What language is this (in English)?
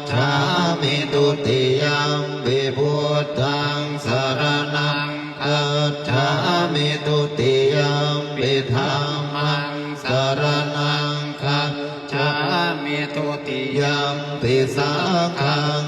Pali